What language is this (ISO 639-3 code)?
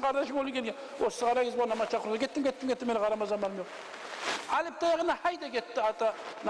kum